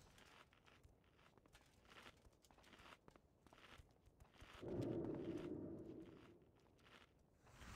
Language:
Russian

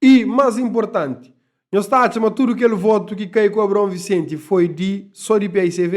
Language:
Kabuverdianu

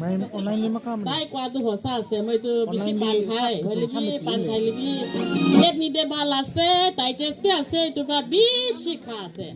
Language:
Tangkhul Naga (India)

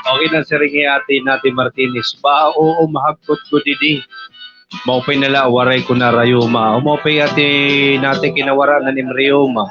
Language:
Waray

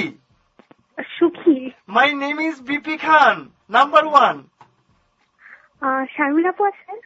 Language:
Bangla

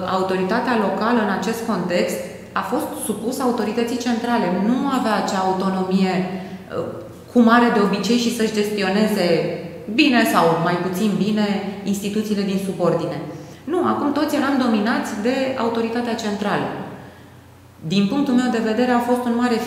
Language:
Romanian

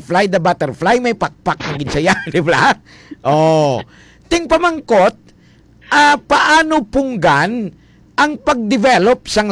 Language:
Hiligaynon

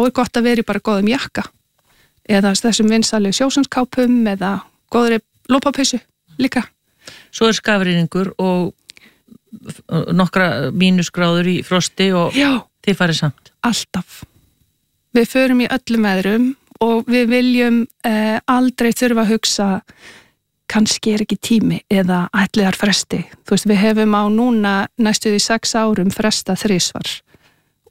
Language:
Icelandic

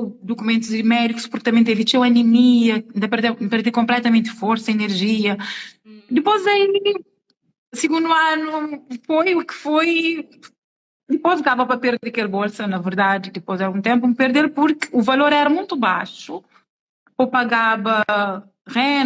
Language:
Kabuverdianu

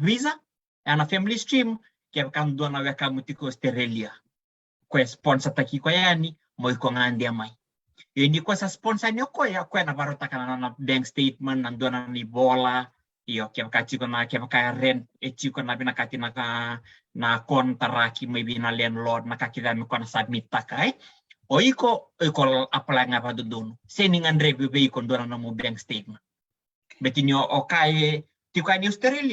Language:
Fijian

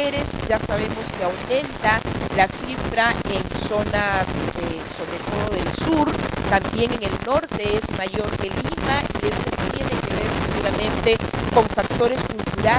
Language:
Spanish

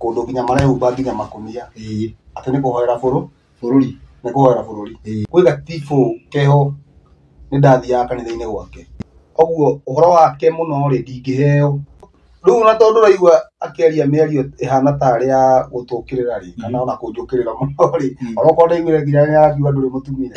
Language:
Kikuyu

